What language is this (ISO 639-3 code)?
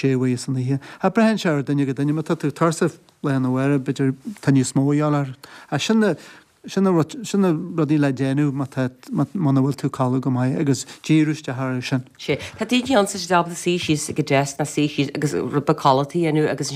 gle